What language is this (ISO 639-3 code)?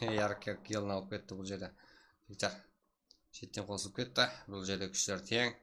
kaa